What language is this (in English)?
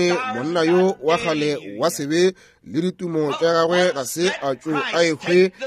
Northern Sotho